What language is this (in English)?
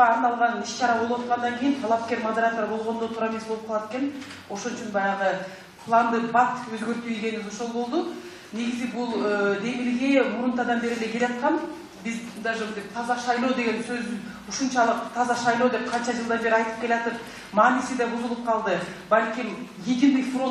Kyrgyz